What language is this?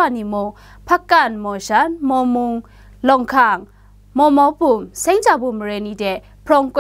Kachin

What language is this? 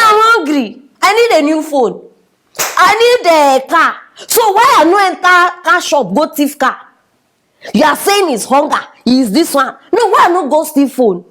Nigerian Pidgin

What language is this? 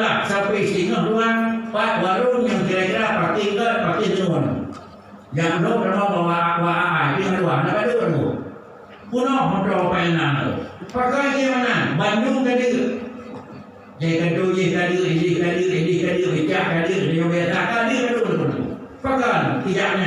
Achinese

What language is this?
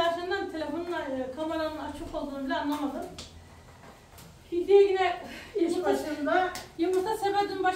Turkish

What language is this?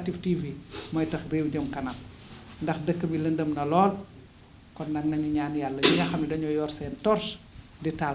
Wolof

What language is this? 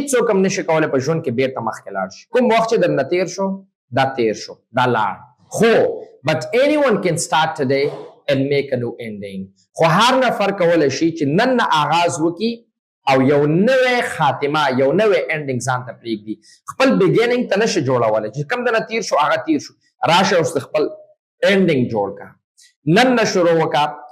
Pashto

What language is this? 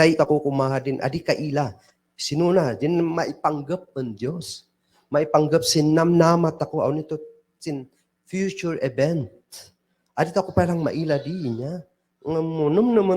Kankanaey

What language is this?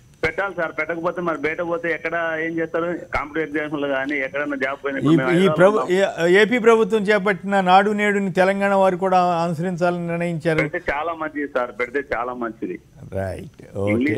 Telugu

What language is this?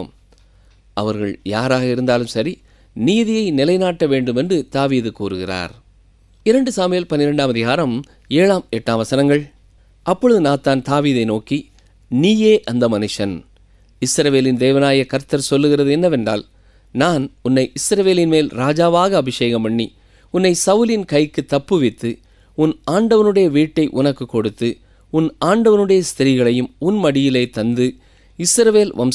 Tamil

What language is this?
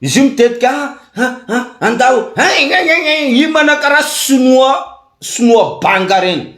Malagasy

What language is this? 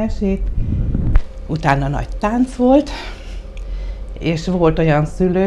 Hungarian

